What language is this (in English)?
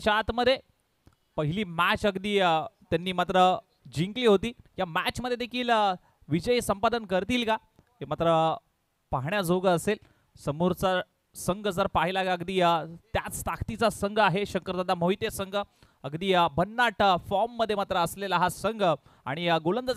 Marathi